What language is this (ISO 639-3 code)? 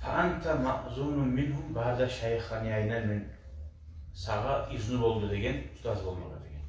kum